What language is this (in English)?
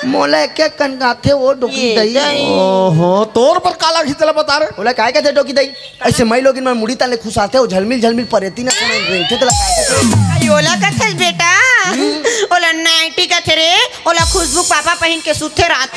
Chhattisgarhi